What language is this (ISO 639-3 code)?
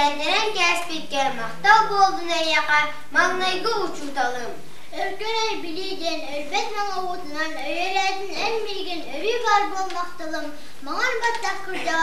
sah